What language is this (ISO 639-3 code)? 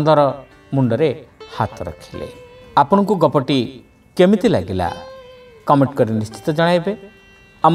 ori